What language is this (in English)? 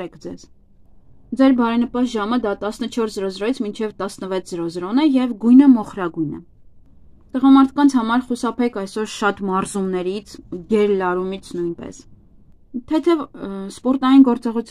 Armenian